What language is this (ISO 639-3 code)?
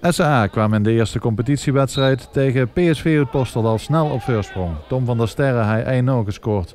lim